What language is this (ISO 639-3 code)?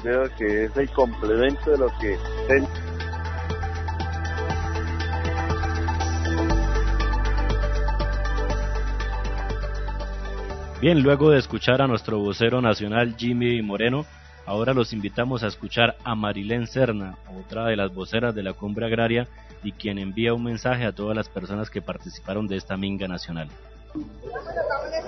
spa